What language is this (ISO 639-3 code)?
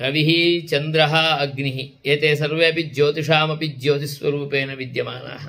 san